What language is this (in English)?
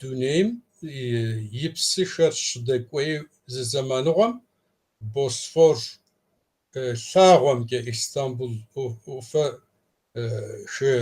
Kabardian